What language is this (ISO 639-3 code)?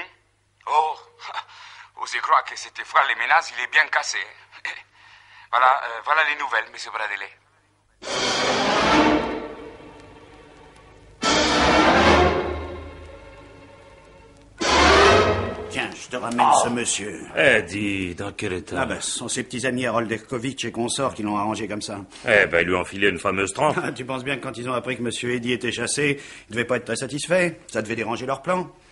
fra